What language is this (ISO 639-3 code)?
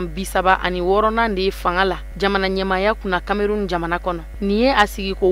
bam